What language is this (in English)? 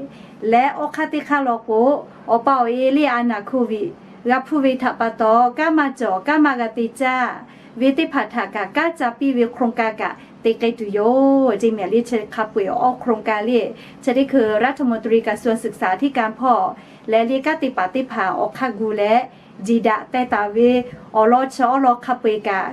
Lahu